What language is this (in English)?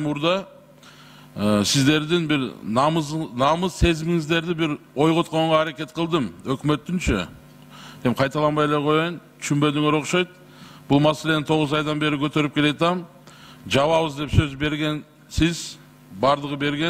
Kyrgyz